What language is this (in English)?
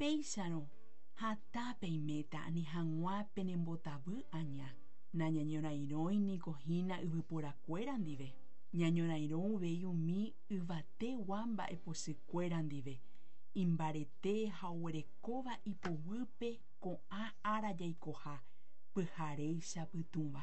Guarani